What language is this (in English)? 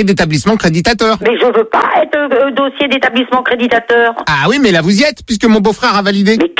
French